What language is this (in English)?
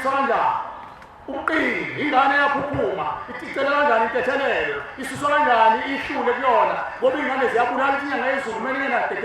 Zulu